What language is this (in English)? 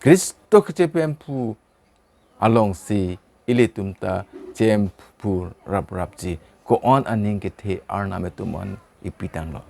Karbi